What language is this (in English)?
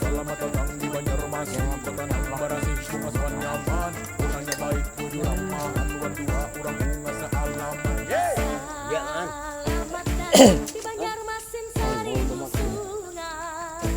Banjar